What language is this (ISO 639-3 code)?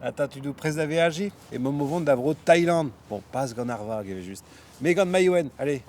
bre